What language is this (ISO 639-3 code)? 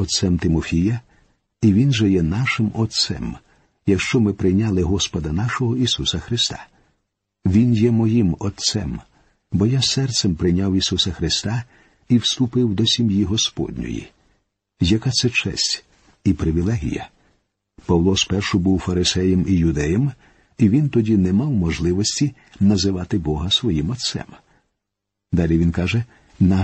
ukr